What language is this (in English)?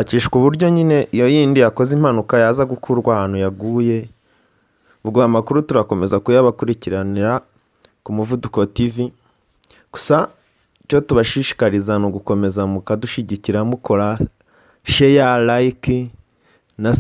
Kinyarwanda